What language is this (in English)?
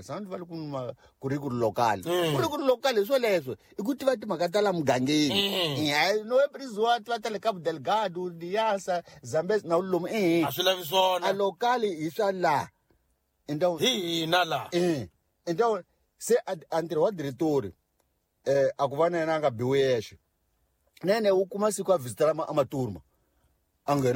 Tsonga